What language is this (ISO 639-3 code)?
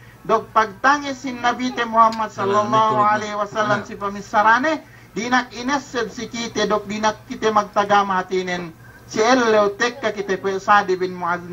yka